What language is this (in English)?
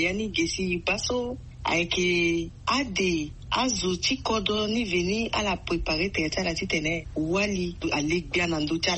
Sango